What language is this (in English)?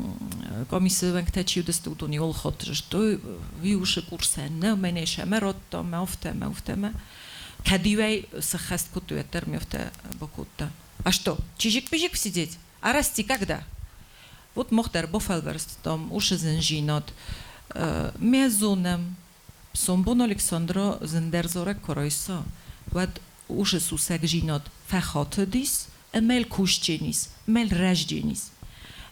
Ossetic